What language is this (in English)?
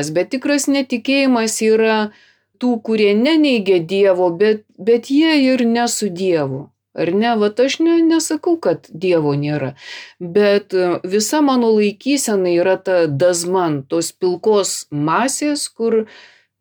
Lithuanian